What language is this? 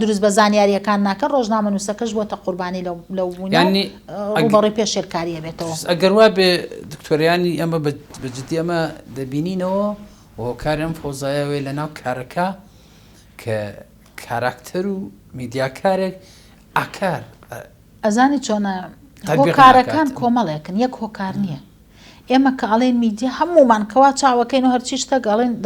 Central Kurdish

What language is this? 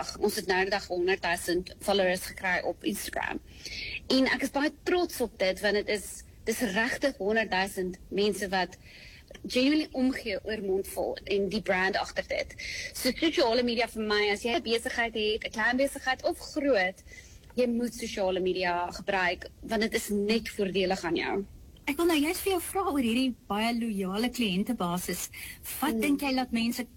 Afrikaans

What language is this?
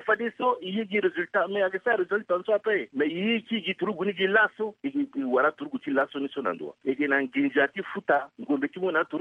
Sango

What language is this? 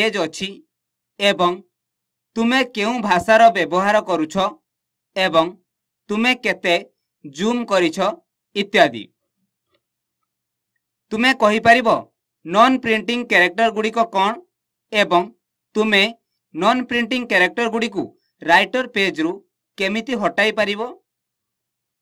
Odia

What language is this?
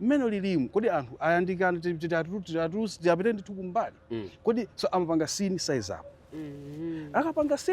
Nyanja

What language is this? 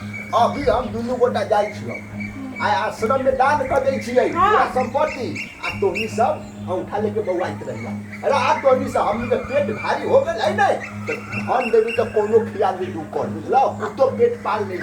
Maithili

